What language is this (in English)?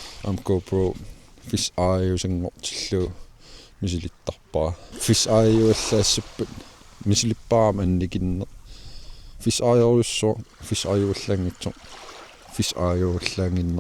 Kalaallisut